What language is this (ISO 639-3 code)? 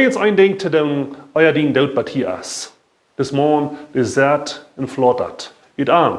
pdt